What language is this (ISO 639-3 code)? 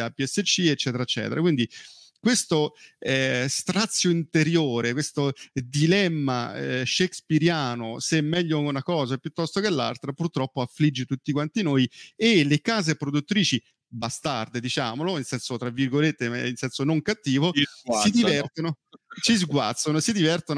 ita